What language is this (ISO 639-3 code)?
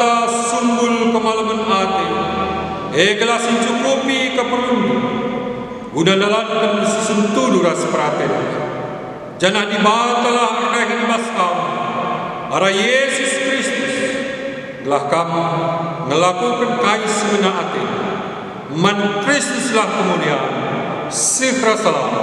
btx